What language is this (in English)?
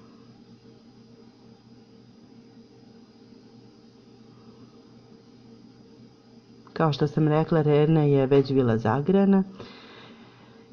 Serbian